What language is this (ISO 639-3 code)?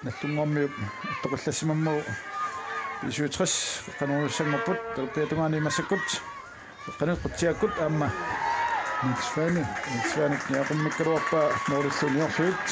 kal